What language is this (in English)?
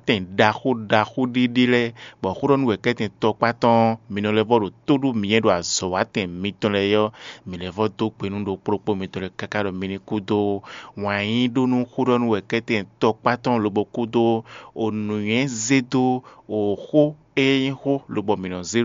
Fon